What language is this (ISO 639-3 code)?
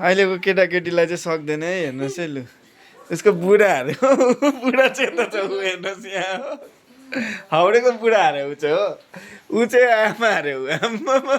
nep